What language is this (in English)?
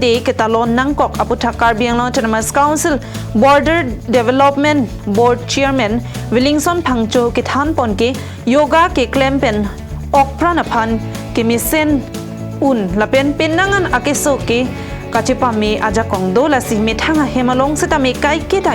Karbi